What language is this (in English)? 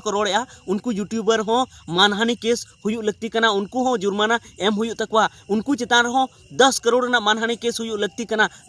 Santali